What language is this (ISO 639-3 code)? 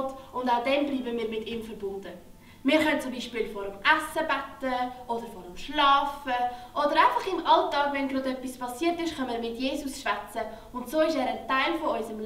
gsw